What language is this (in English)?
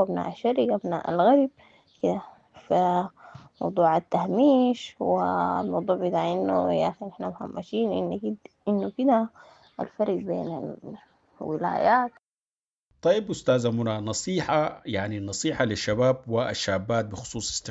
Sudanese Arabic